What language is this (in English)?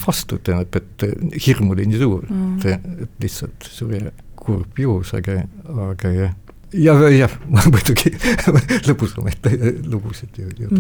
Estonian